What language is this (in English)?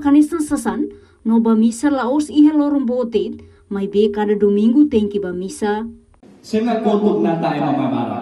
Tetum